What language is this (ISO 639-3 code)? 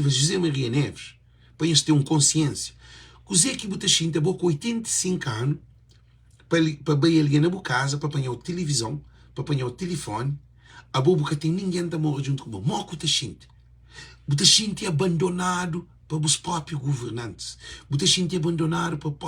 kea